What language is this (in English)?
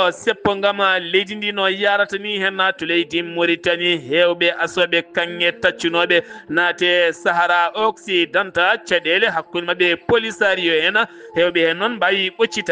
Fula